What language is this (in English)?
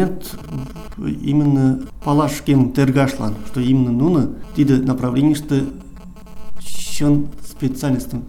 Mari